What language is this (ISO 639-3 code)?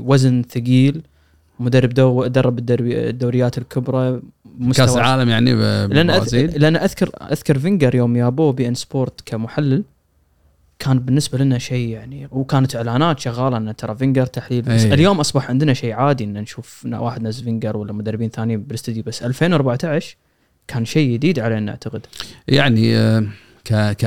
afb